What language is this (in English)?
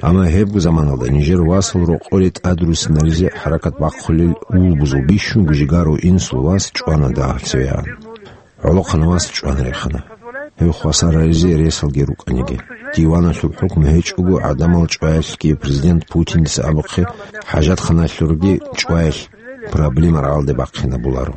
Avaric